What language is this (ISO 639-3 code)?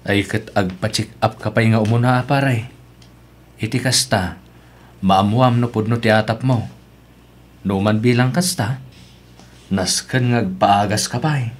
ilo